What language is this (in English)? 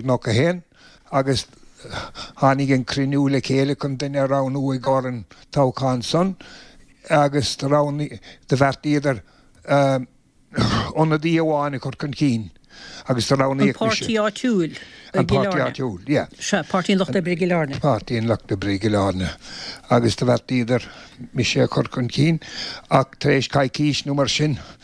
Irish